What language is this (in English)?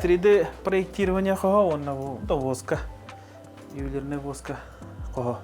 Yakut